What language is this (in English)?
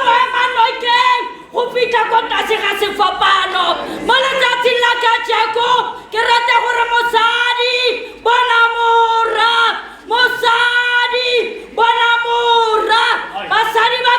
Tswana